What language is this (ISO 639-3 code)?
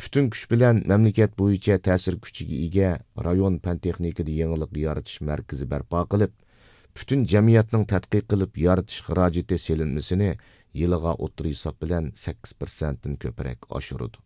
uig